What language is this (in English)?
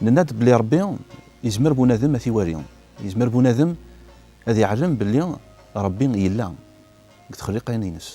Kabyle